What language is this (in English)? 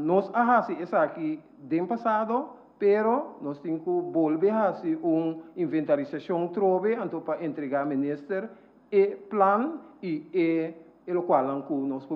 Papiamento